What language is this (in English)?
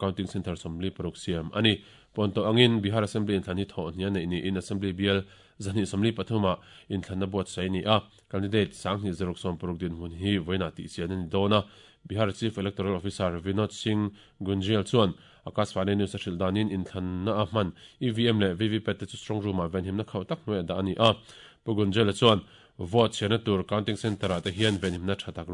Mizo